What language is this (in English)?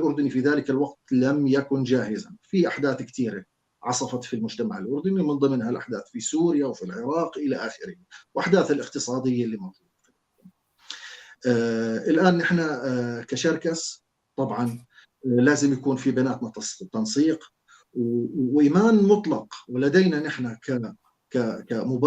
North Levantine Arabic